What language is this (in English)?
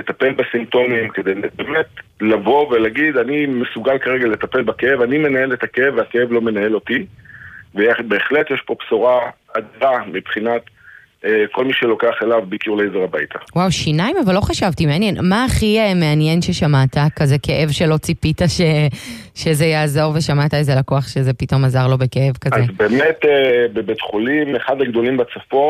Hebrew